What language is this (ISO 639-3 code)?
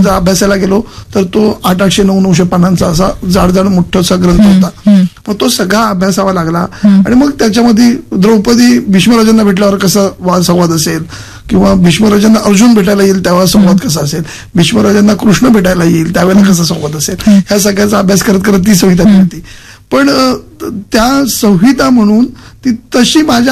mar